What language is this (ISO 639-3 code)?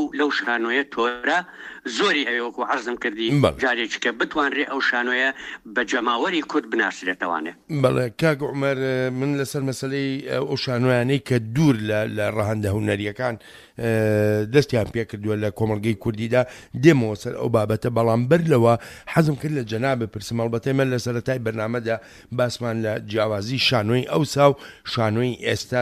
ckb